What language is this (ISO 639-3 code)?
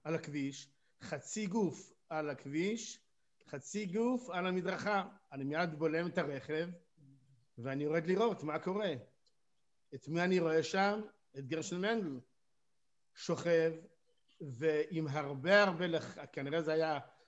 heb